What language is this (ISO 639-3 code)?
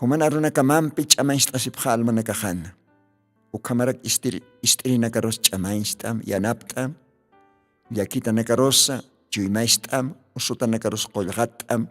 aym